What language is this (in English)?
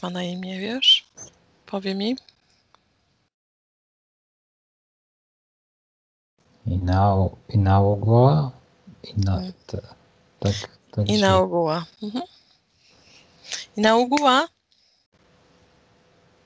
Polish